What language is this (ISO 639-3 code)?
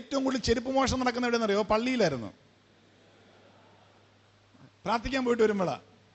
mal